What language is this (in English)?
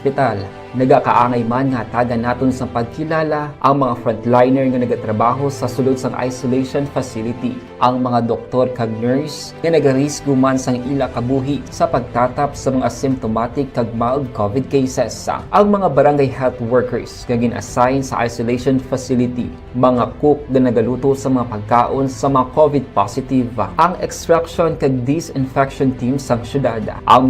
Hiligaynon